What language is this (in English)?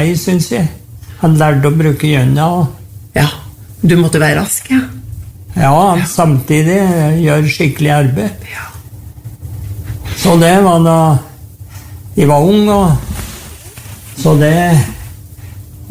Norwegian